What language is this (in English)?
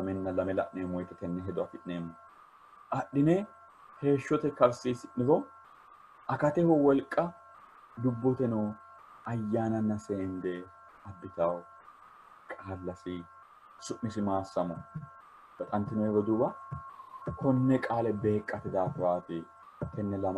Sidamo